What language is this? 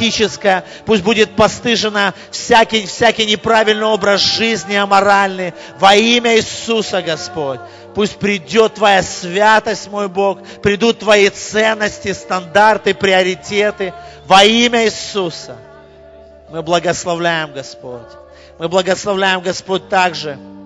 Russian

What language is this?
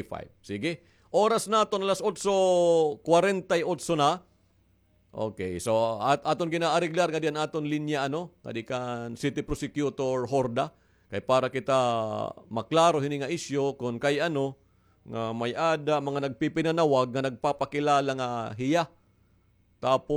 Waray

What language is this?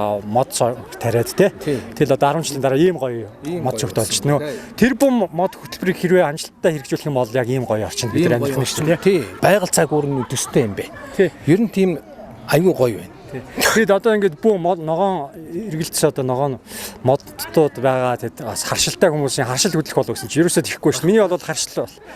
Mongolian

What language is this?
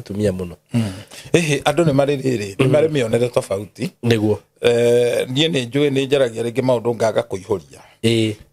Kikuyu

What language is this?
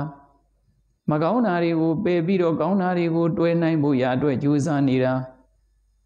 Burmese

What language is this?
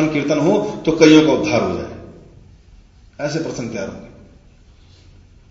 Hindi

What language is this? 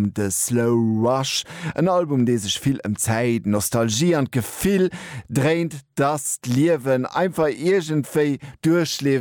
Luxembourgish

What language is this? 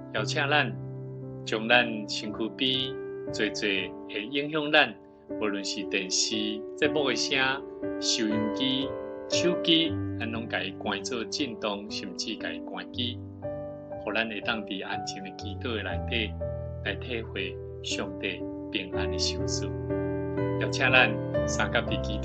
Min Nan Chinese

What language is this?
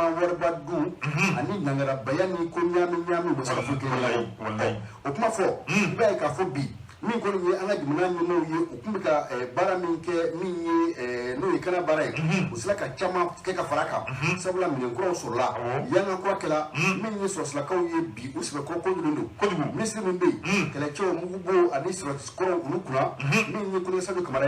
Bambara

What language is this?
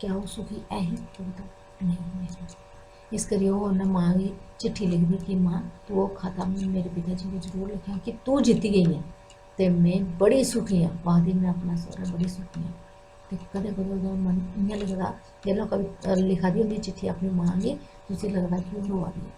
Dogri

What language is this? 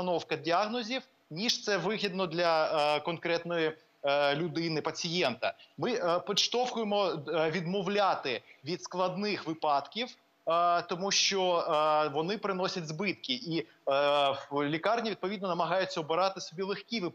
Ukrainian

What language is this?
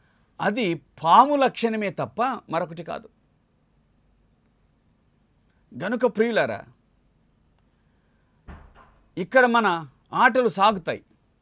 Telugu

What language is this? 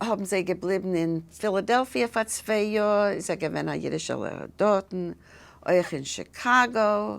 Yiddish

